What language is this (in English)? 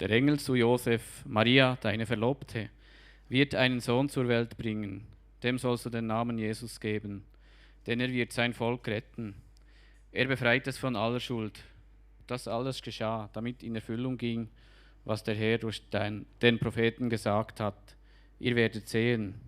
Swiss German